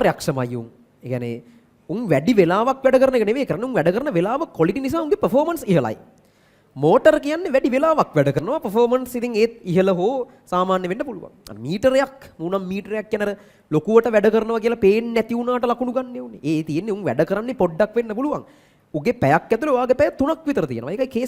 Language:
Sinhala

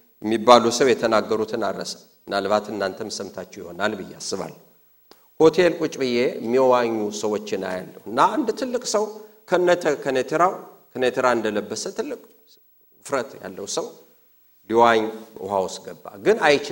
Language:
Amharic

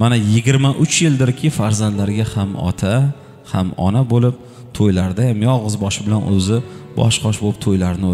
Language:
Uzbek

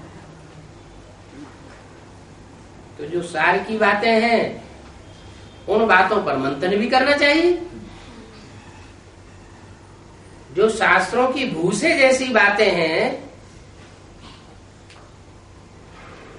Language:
Hindi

